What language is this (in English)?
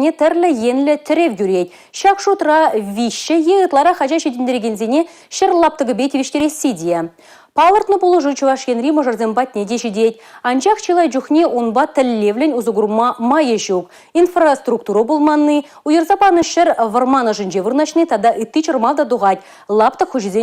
Chuvash